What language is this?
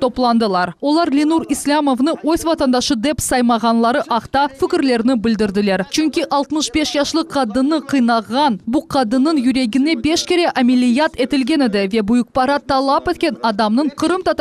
Crimean Tatar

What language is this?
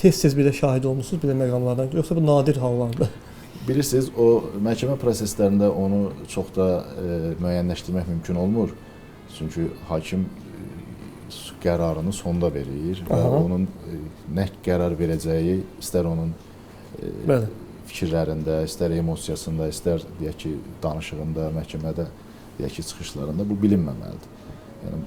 Azerbaijani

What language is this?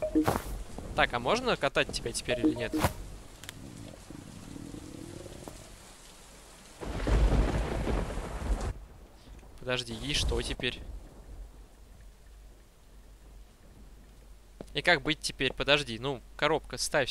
Russian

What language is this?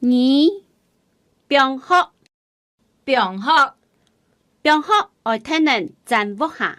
Hakka Chinese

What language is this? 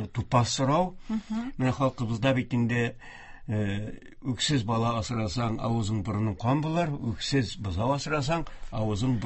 Tatar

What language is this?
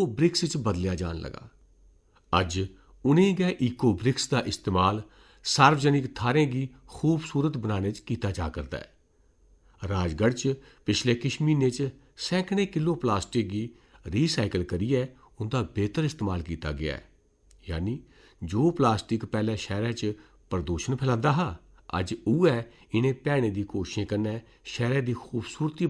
Dogri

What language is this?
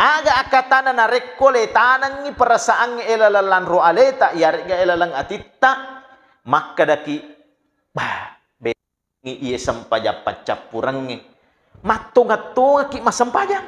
Buginese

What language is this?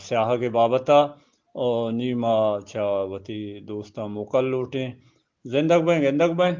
Eastern Balochi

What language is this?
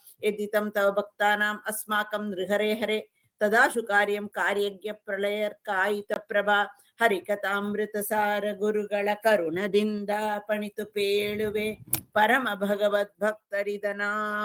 Kannada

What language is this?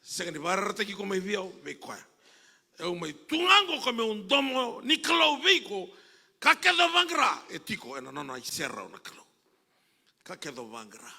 Fijian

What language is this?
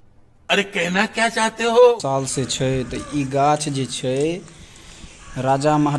Maithili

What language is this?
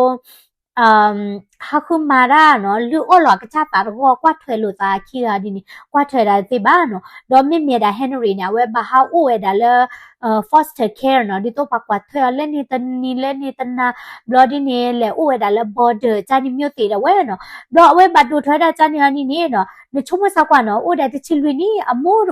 S'gaw Karen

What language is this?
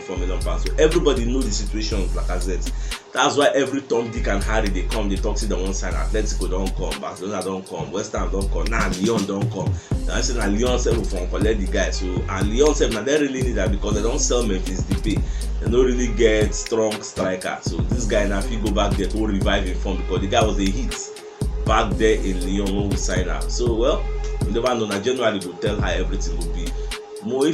Nigerian Pidgin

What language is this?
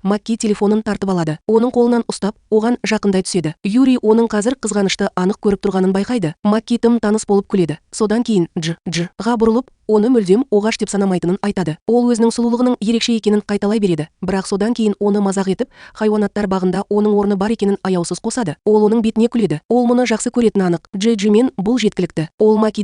Kazakh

